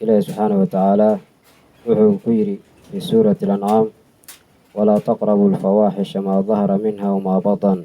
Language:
Somali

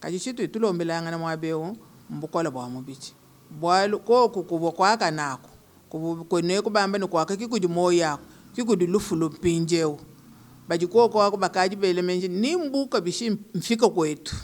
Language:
Luba-Lulua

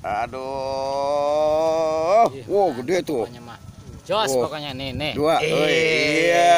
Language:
Betawi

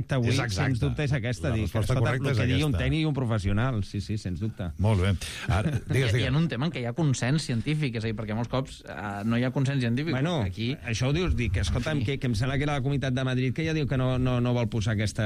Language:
Catalan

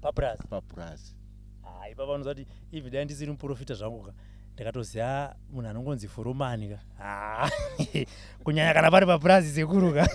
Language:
Shona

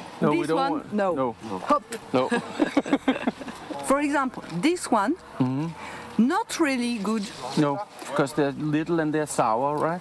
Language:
Danish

